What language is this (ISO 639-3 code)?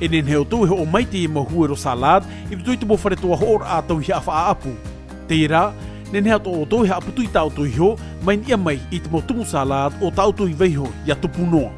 tah